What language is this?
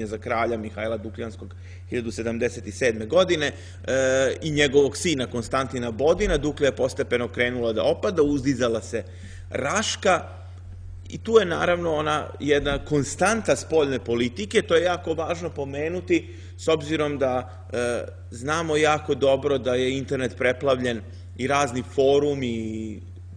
Serbian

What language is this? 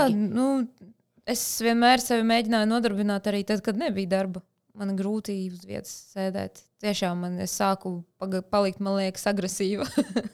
Latvian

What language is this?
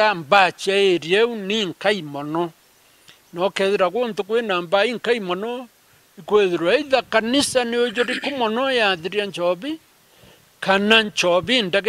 Meru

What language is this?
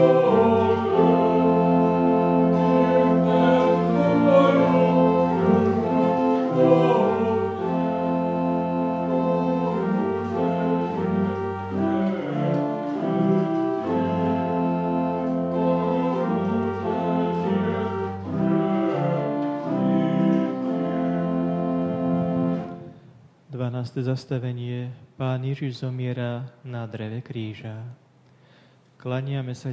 Slovak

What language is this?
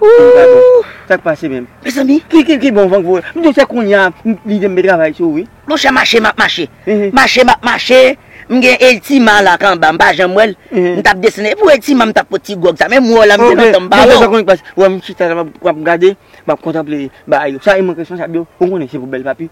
Haitian Creole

